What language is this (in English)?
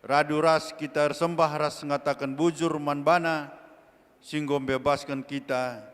Batak Karo